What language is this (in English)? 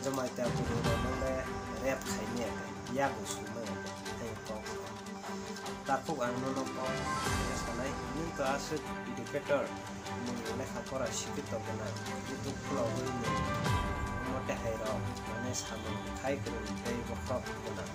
Kok Borok